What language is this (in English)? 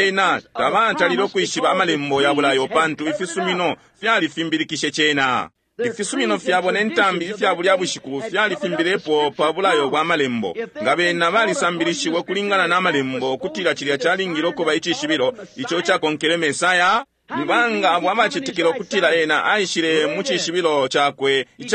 Bemba